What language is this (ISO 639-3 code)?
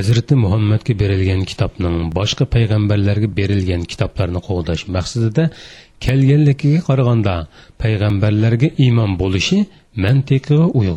uig